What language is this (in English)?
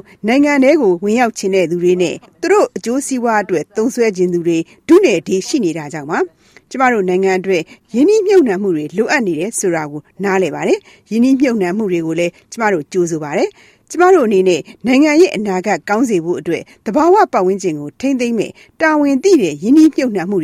Burmese